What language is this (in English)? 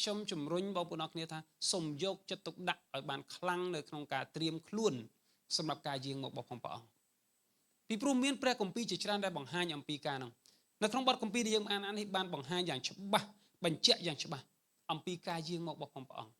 Khmer